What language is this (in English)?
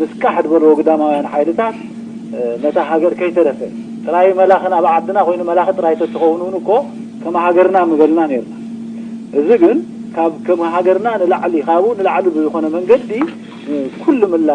Tigrinya